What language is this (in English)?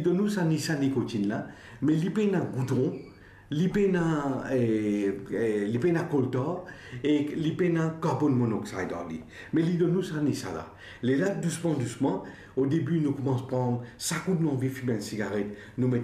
Morisyen